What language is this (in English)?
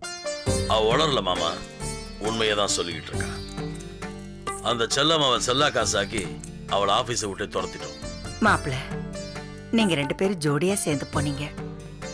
Tamil